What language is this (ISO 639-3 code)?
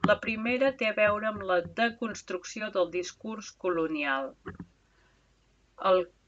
cat